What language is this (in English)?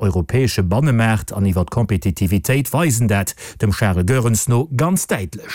Luxembourgish